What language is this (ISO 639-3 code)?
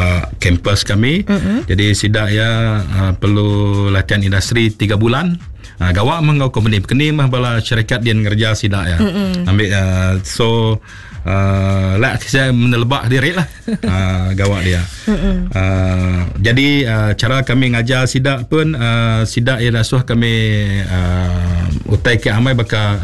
iba